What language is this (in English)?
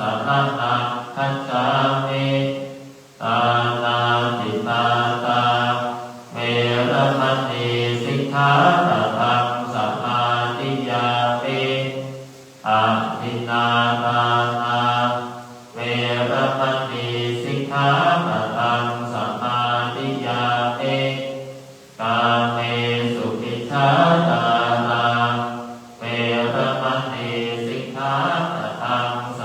Pali